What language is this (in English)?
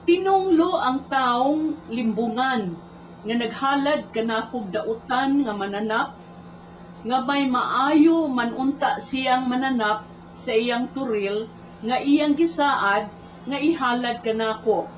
Cebuano